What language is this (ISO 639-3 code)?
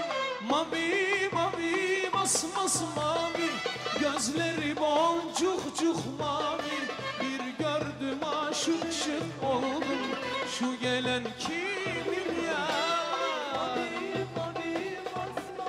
tur